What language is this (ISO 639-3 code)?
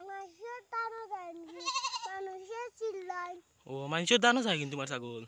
syl